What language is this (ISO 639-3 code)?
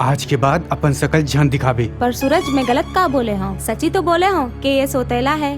hne